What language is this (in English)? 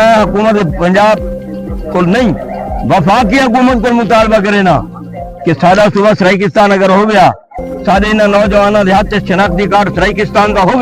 Saraiki